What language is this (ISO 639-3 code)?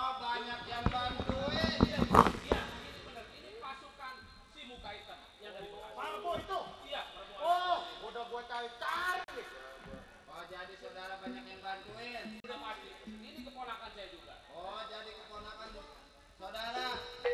bew